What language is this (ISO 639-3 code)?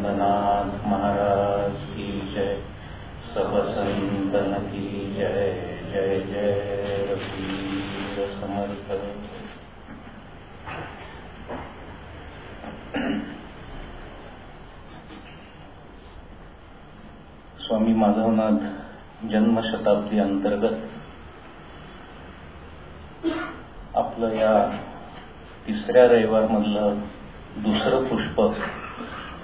mar